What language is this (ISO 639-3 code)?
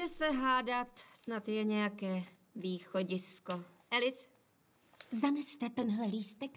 ces